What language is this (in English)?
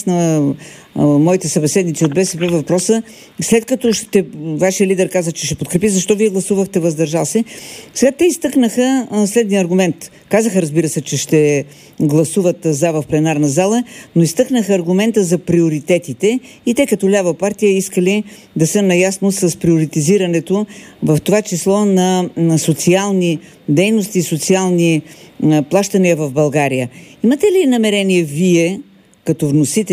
Bulgarian